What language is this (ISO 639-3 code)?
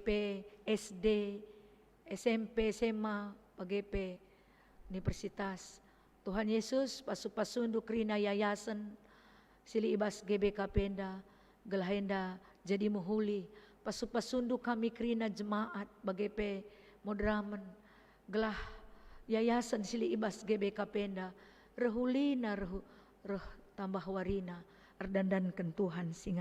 btx